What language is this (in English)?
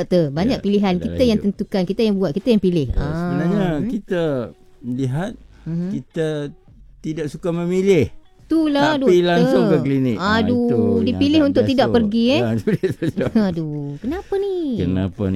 Malay